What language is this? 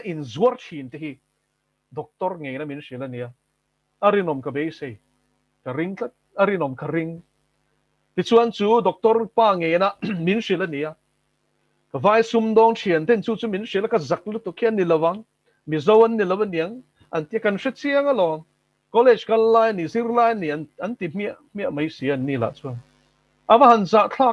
Mizo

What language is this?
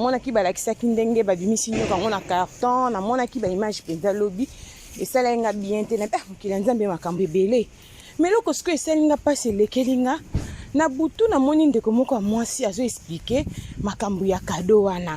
Lingala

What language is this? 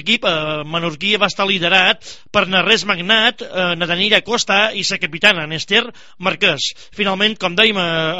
Catalan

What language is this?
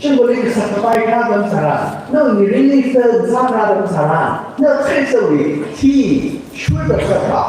Tangkhul Naga (India)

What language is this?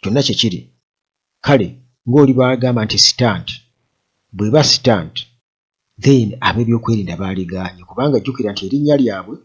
Ganda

